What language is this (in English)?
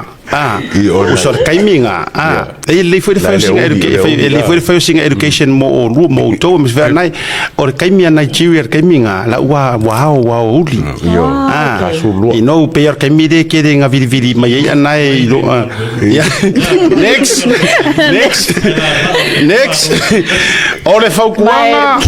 Samoan